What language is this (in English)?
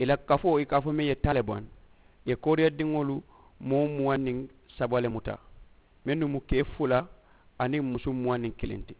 Mandingo